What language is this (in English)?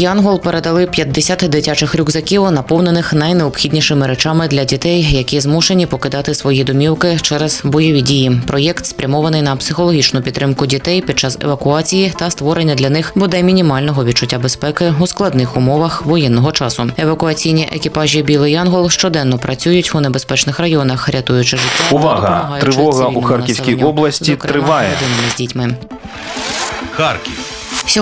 Ukrainian